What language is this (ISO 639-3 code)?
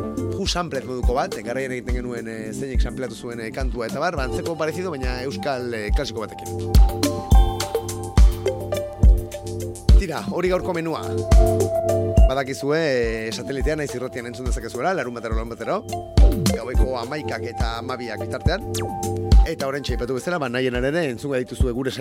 eus